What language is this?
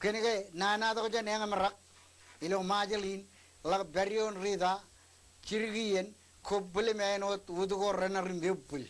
Marshallese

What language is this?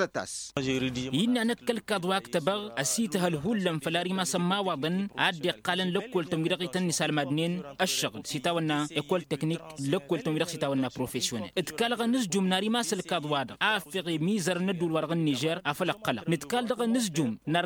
Tamasheq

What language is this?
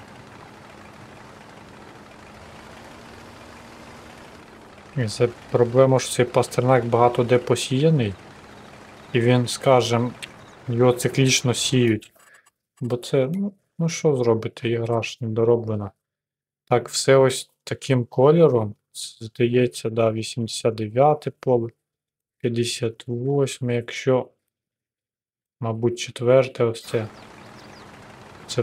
Ukrainian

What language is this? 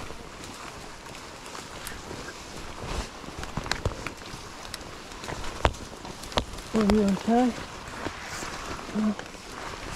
Norwegian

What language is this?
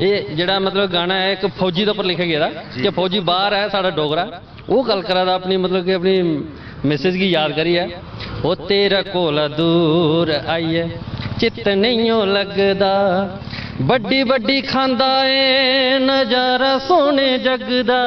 Dogri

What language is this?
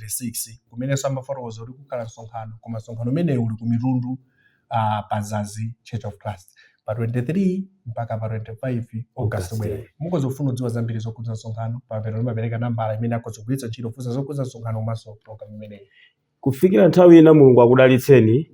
Nyanja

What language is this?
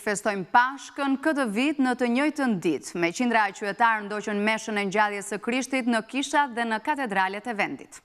Albanian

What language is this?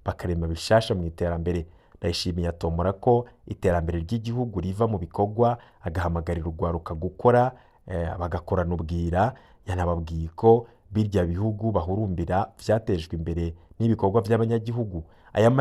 Rundi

